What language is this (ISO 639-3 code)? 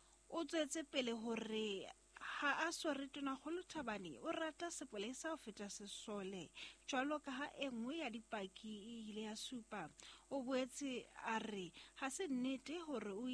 sot